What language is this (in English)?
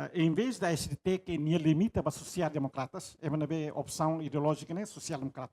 Tetum